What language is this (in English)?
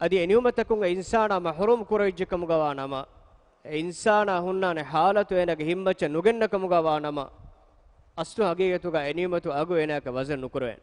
Divehi